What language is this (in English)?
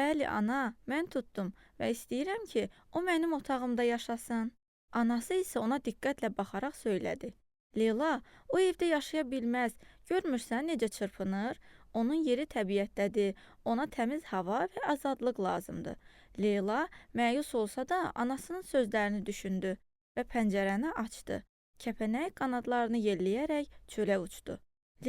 Azerbaijani